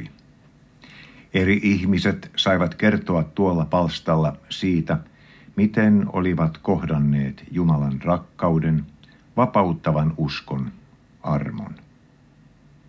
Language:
Finnish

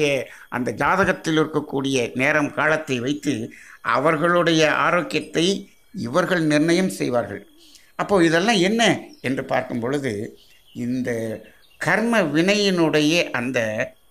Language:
Tamil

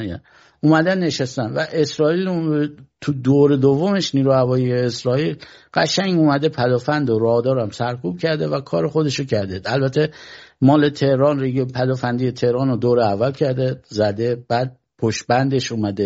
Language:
Persian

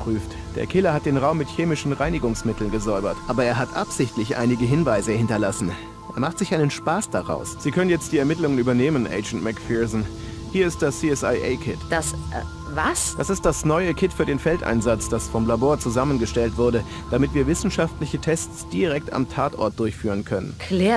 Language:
Bavarian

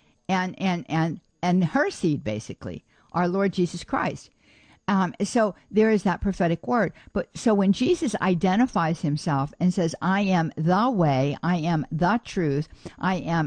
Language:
English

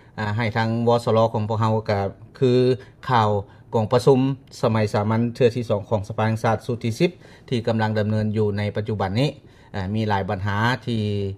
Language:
Lao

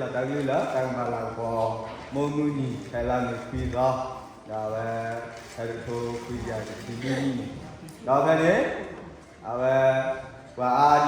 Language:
S'gaw Karen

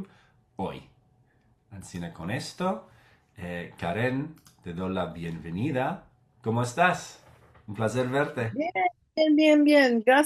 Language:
Ladino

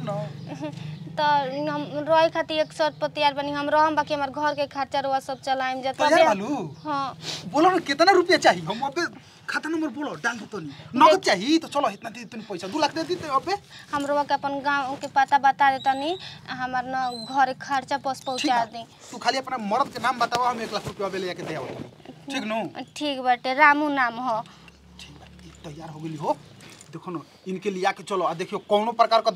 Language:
Bhojpuri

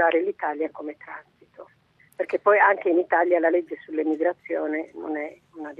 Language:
Italian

